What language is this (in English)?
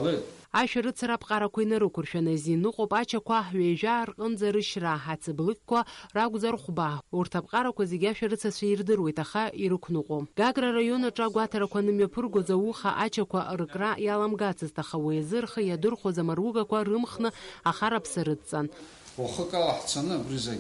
Abkhazian